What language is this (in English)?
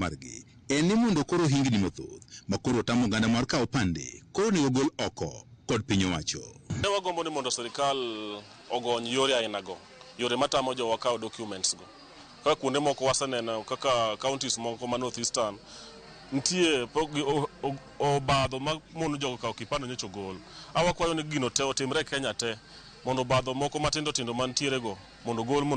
Luo (Kenya and Tanzania)